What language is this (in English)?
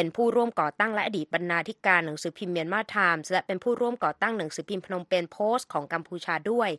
Thai